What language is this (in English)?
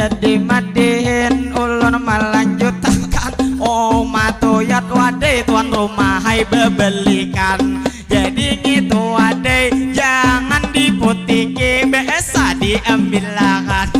Banjar